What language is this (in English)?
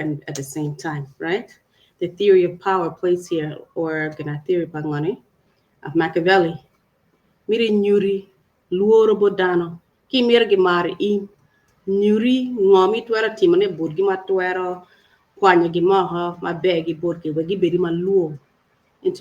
Acoli